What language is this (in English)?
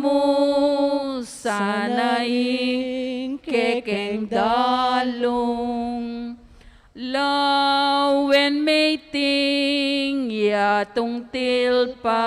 Pampanga